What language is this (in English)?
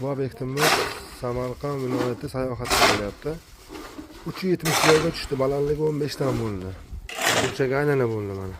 Uzbek